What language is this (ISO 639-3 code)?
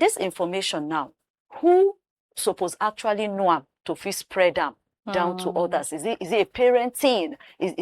pcm